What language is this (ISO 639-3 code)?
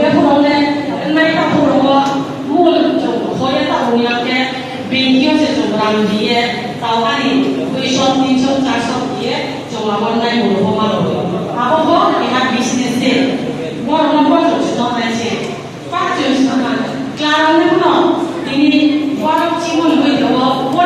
ria